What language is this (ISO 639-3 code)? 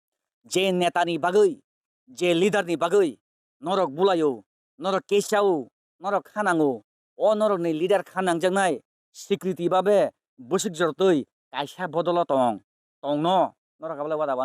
trp